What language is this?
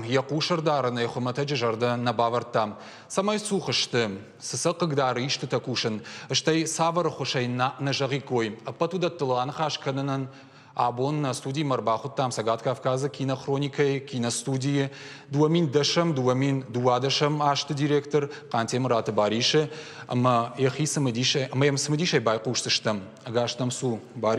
Ossetic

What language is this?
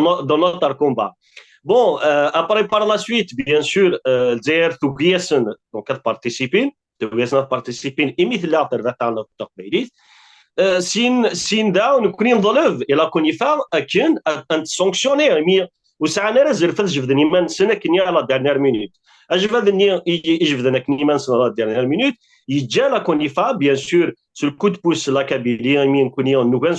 Kabyle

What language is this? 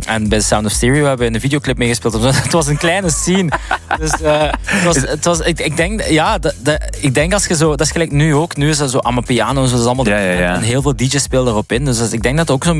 Dutch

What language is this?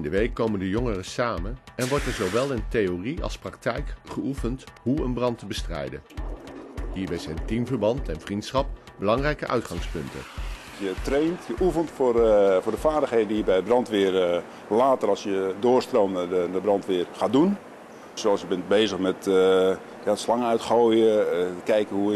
Dutch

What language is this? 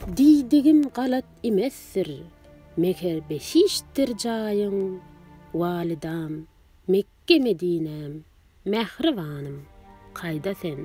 Turkmen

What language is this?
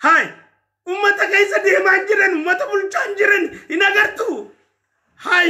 Oromo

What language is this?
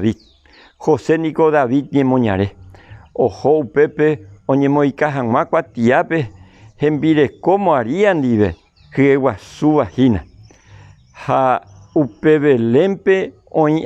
Guarani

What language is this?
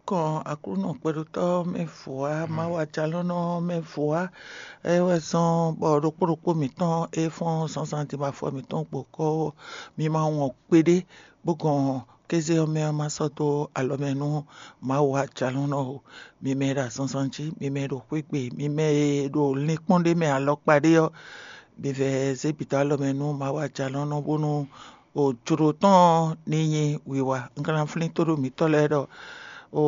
Fon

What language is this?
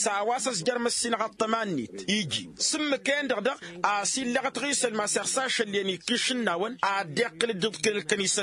Tamasheq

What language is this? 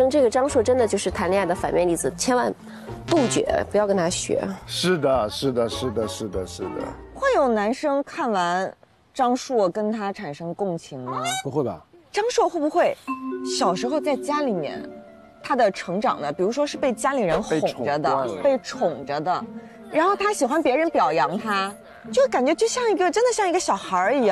Chinese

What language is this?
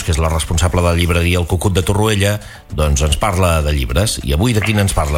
Catalan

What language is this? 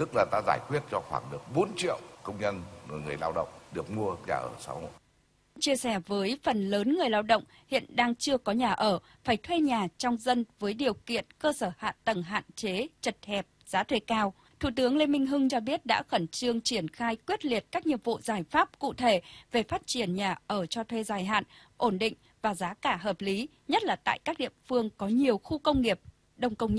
Vietnamese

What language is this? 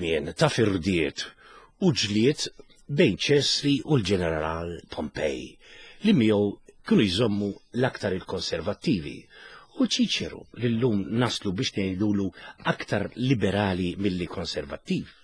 Maltese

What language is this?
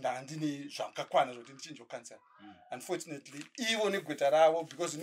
Shona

